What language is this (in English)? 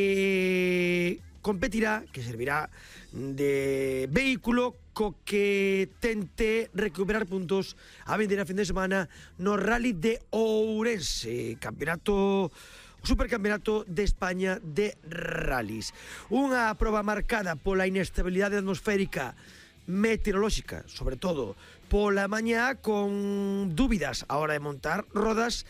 Galician